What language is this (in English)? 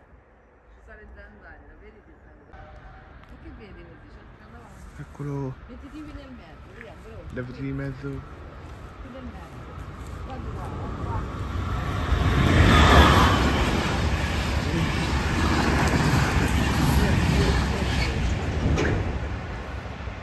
Italian